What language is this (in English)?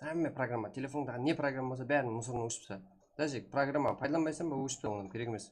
Kara-Kalpak